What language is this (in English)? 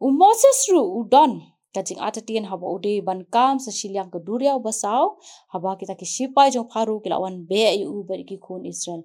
Khasi